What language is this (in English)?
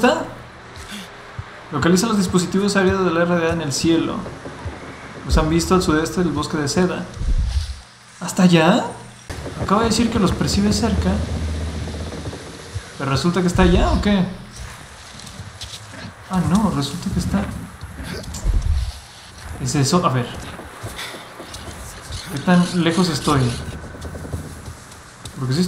Spanish